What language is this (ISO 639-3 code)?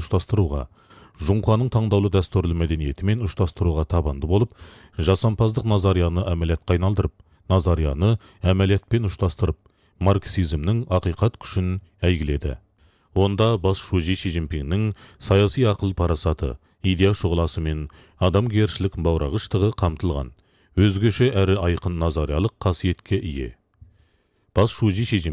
kaz